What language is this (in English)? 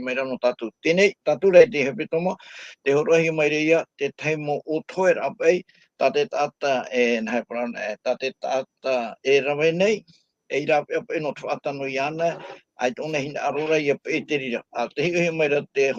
Tahitian